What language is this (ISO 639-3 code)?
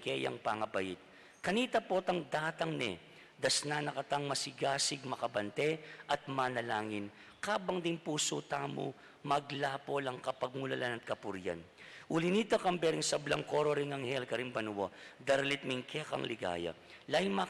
pam